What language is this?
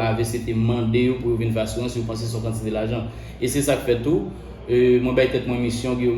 Haitian Creole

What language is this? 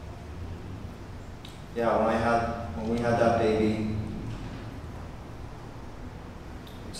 English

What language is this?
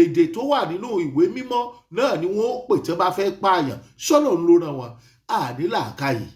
Yoruba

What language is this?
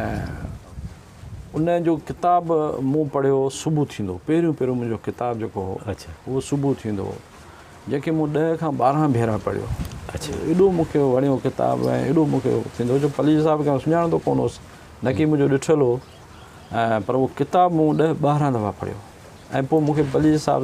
Sindhi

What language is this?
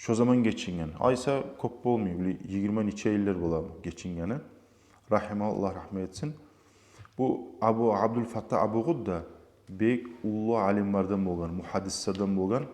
Kumyk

